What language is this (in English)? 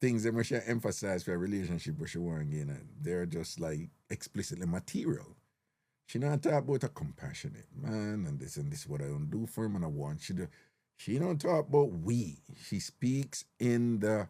Jamaican Creole English